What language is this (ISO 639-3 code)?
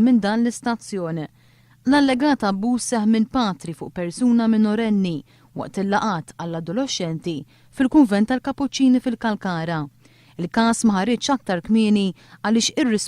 mlt